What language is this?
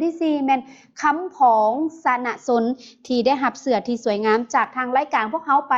Lao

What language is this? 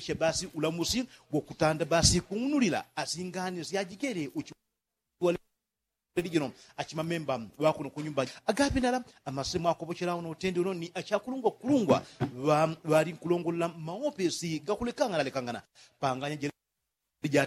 Yao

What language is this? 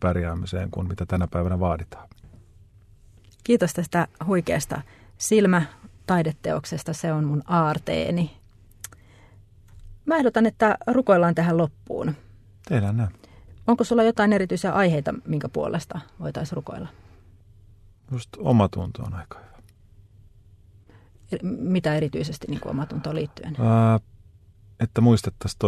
Finnish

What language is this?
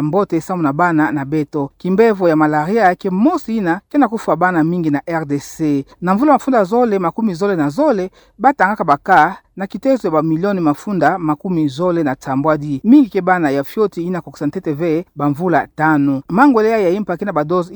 Kituba (Democratic Republic of Congo)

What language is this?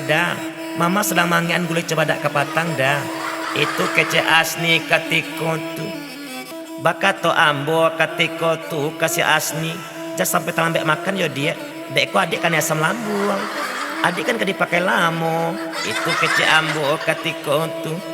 Minangkabau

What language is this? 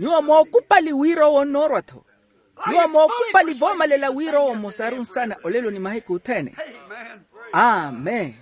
Makhuwa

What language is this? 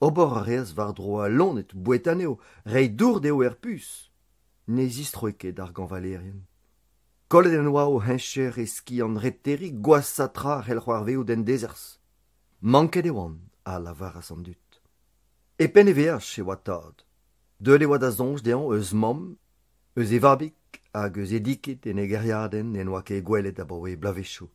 Breton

